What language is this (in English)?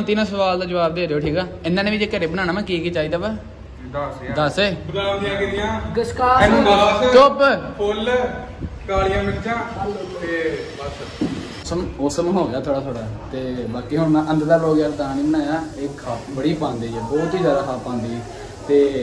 Punjabi